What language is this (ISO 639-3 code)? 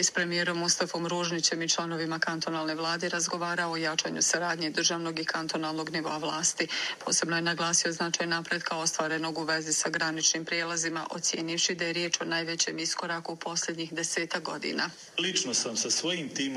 bos